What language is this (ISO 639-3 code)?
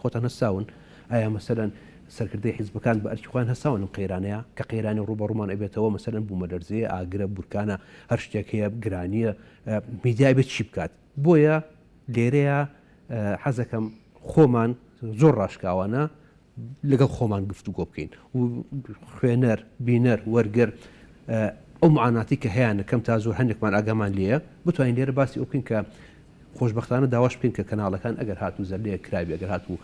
ckb